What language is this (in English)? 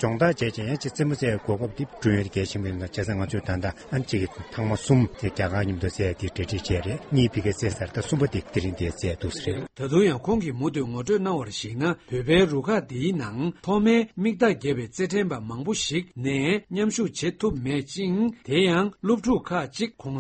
Tibetan